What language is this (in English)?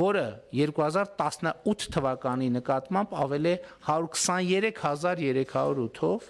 Armenian